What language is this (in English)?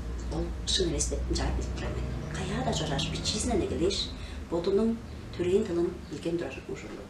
Tuvinian